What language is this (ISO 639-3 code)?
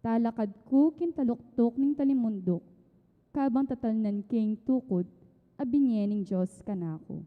pam